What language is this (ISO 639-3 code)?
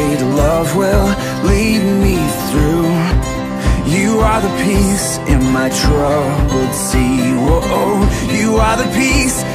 eng